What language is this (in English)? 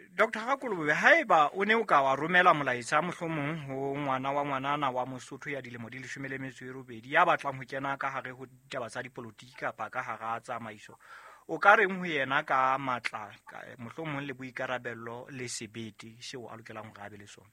Southern Sotho